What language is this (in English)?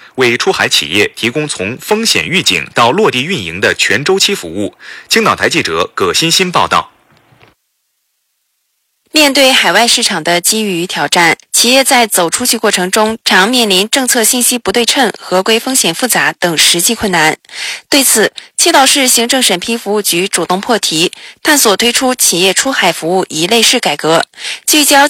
Chinese